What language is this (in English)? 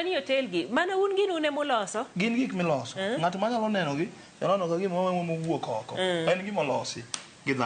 Luo (Kenya and Tanzania)